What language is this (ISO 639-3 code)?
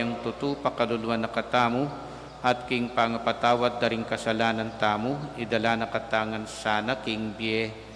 pam